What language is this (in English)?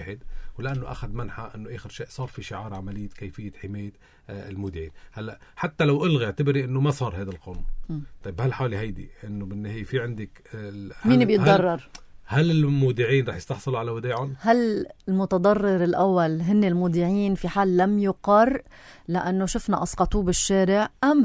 North Levantine Arabic